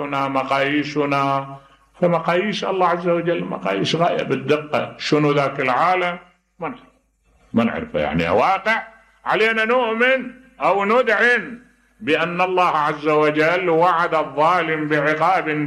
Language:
Mesopotamian Arabic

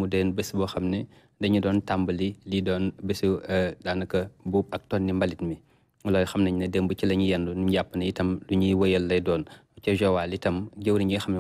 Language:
Wolof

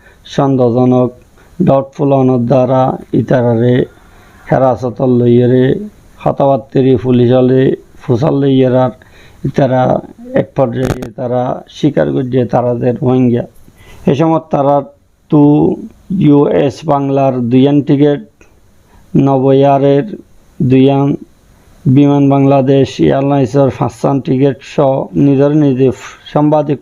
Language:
Rohingya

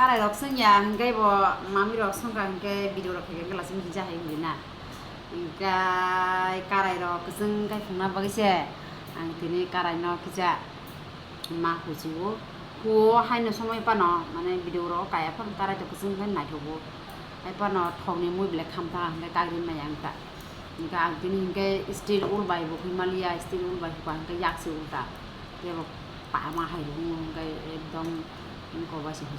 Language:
Kok Borok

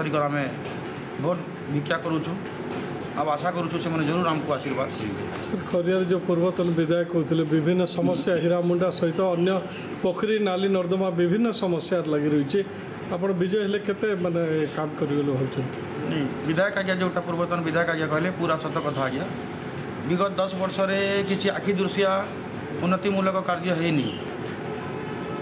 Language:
Odia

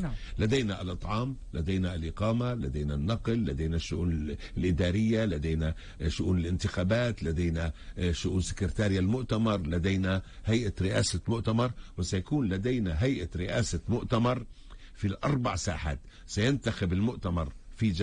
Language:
Arabic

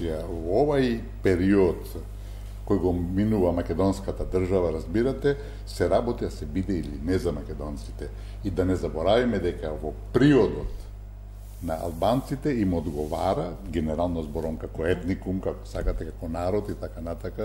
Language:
Macedonian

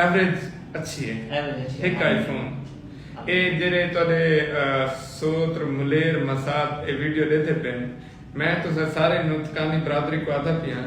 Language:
Saraiki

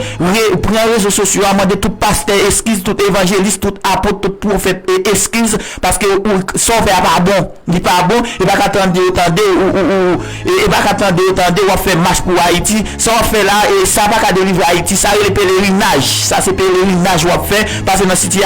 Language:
Haitian Creole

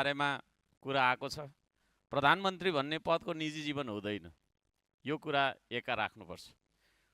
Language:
Nepali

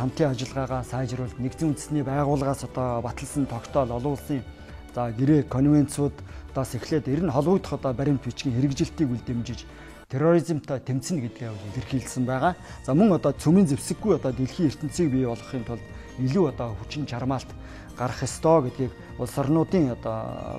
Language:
Mongolian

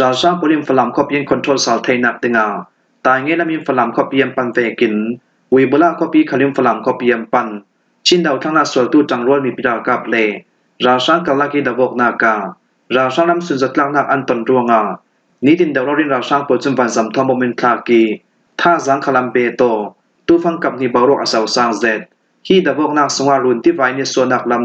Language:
Falam Chin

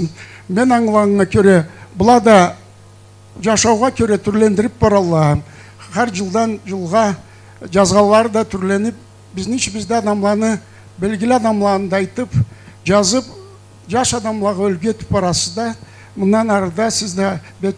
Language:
Karachay-Balkar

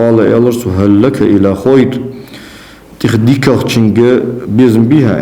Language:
Ingush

